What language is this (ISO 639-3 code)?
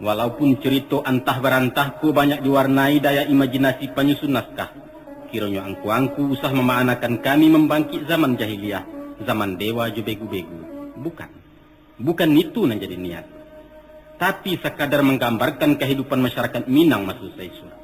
min